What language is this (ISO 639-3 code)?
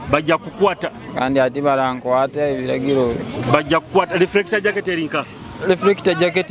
nyo